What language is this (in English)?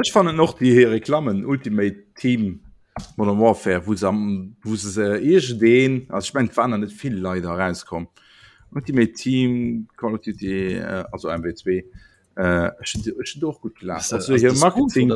Luxembourgish